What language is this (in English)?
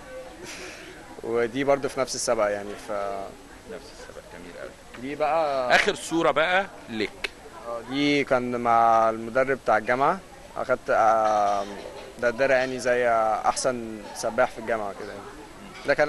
Egyptian Arabic